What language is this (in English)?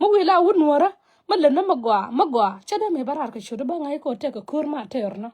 Nuer